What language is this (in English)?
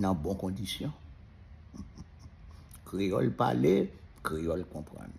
Haitian Creole